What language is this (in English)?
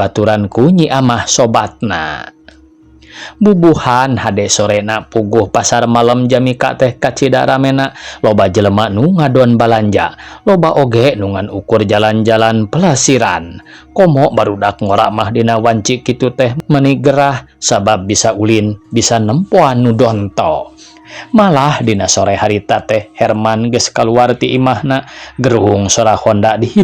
Sundanese